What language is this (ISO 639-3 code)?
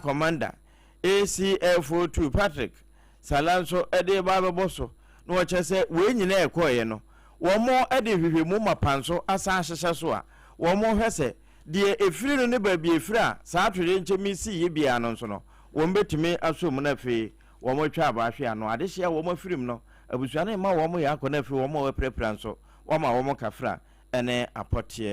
aka